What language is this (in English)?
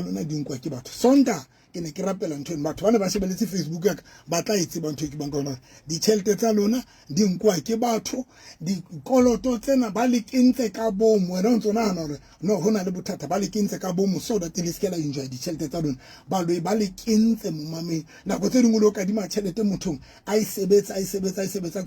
Southern Sotho